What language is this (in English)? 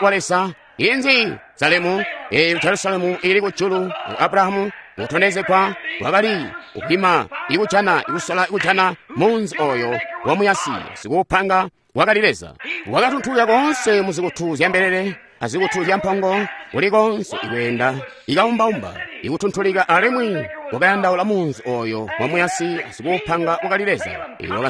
Tonga (Zambia)